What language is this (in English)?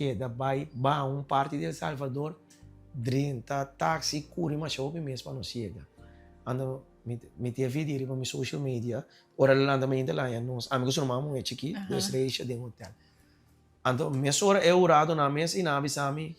Papiamento